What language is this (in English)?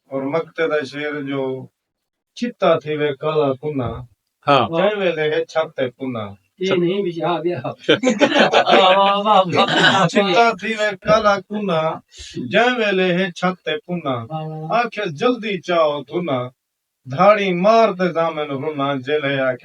Saraiki